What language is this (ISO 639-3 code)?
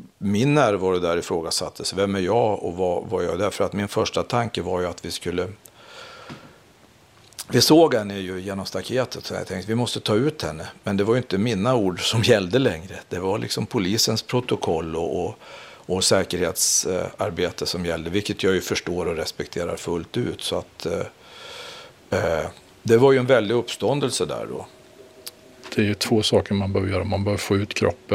swe